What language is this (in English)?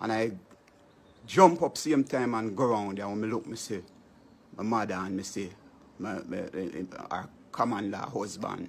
Jamaican Creole English